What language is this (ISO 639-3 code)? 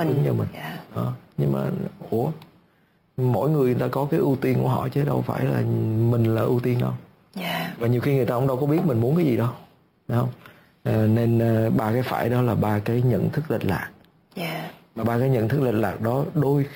vie